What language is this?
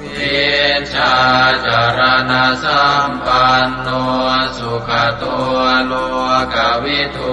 Pali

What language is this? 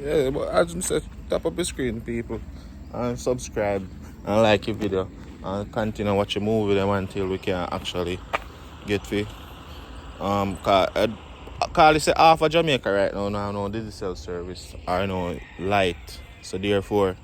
Jamaican Creole English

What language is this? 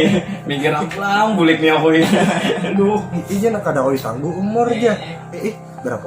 Banjar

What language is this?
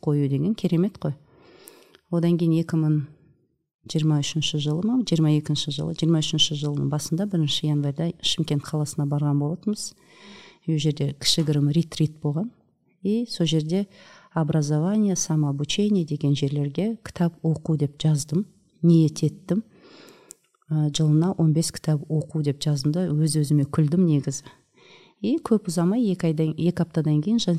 Kazakh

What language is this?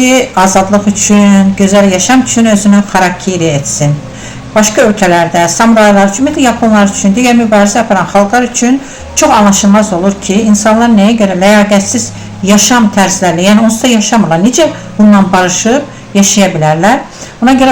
Azerbaijani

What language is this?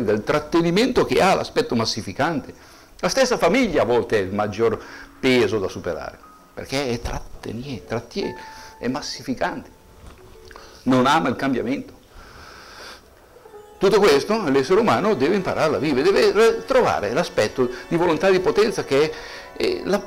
Italian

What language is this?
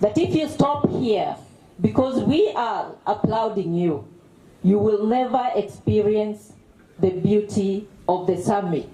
Gusii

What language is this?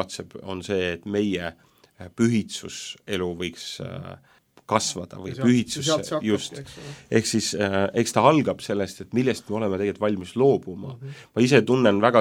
Estonian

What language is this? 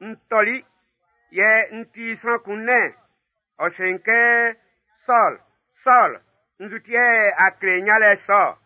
Baoulé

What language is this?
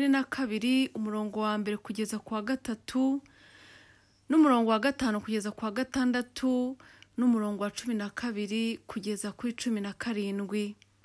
Kinyarwanda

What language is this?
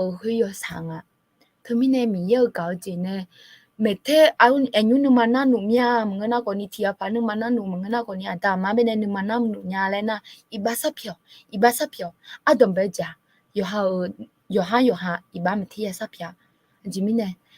Akha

